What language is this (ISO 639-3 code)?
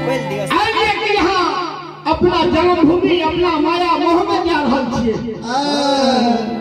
mai